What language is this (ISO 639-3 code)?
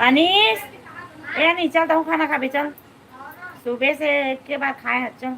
hne